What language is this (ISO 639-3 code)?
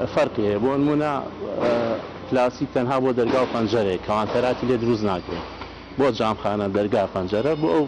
ckb